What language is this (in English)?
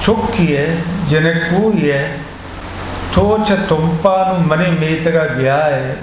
Eastern Balochi